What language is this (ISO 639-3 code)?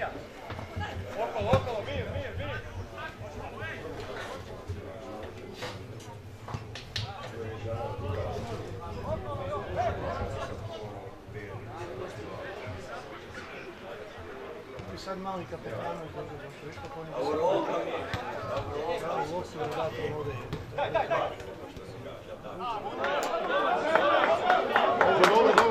hrv